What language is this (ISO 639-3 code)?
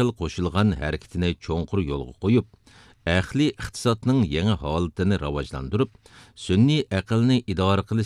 uig